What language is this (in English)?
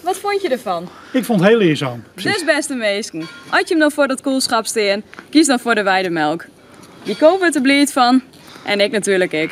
Western Frisian